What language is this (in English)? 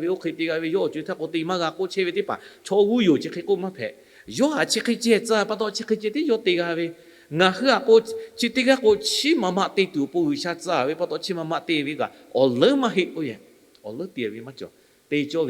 Lahu